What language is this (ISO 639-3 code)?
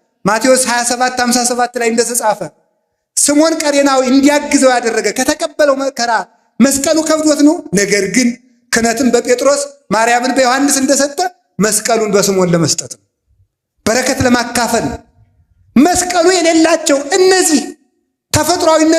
amh